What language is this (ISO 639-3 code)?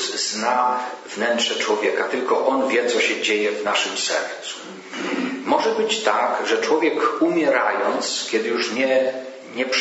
pol